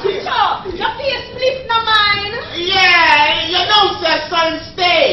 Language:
Jamaican Creole English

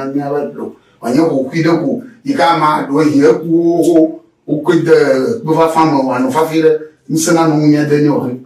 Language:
Ewe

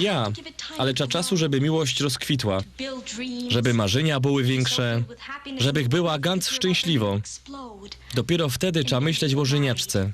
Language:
Silesian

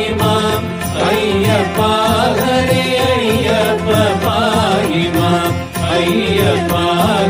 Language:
Kannada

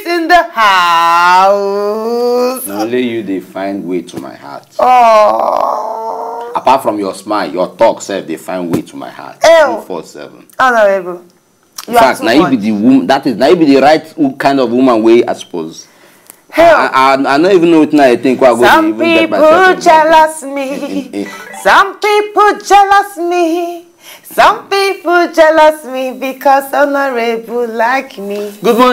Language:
Nigerian Pidgin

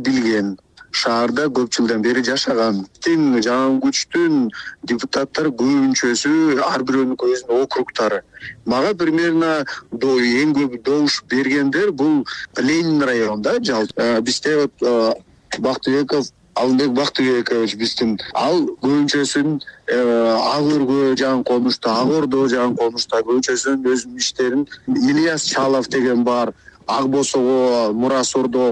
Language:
Kyrgyz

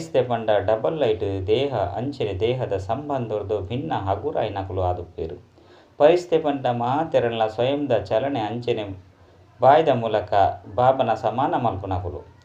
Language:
Tulu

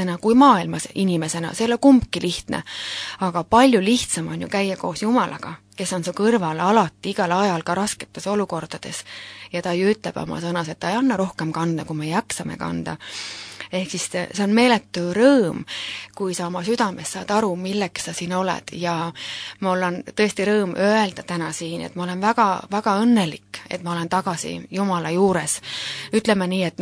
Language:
Estonian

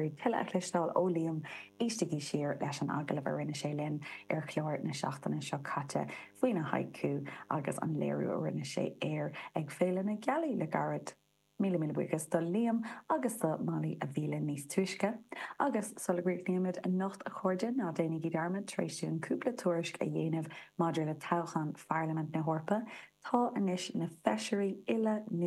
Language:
Irish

